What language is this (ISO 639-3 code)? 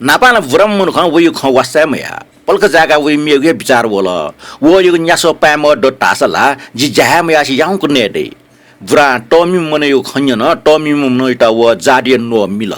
new